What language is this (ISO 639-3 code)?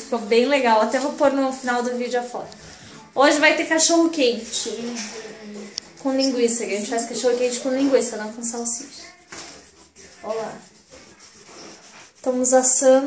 por